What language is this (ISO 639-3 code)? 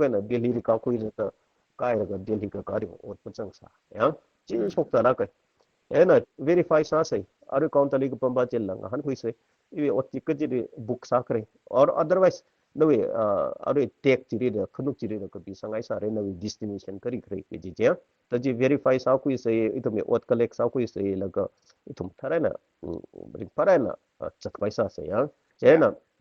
nmf